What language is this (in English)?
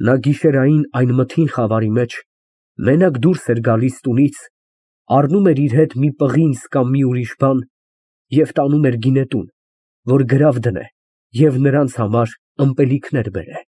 Armenian